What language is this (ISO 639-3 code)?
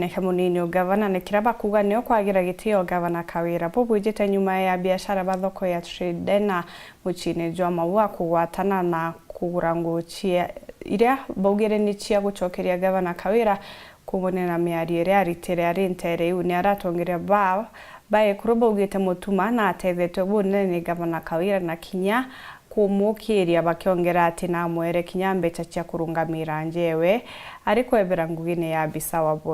mer